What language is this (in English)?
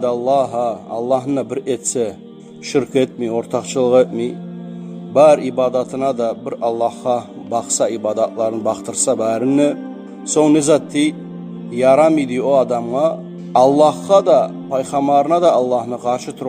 Kumyk